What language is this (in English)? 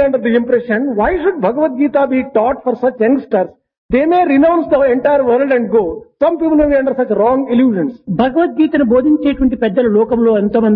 Telugu